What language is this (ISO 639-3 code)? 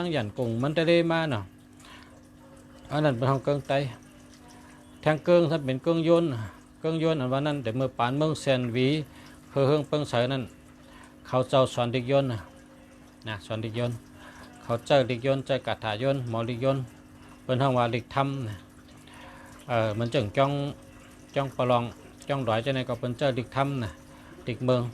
shn